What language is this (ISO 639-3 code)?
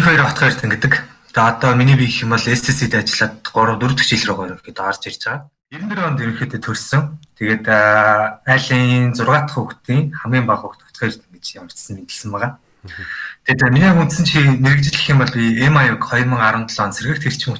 mon